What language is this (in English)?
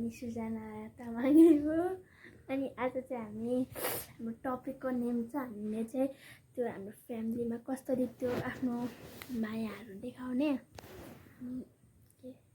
Nepali